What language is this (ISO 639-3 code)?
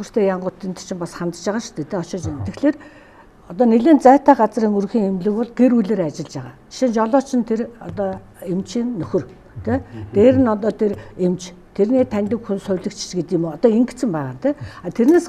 mon